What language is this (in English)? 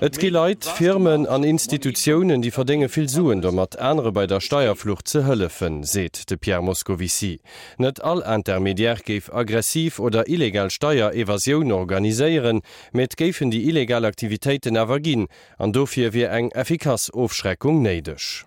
Luxembourgish